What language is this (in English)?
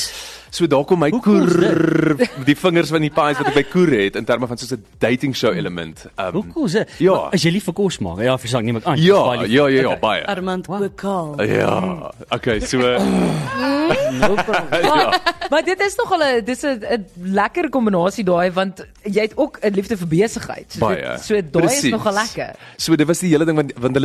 Afrikaans